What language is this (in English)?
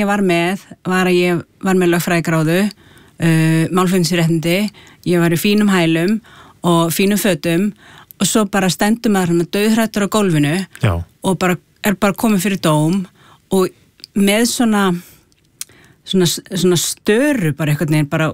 Icelandic